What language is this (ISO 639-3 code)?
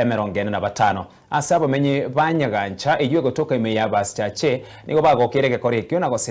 guz